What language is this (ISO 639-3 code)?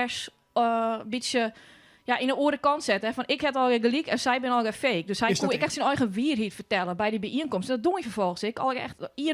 fry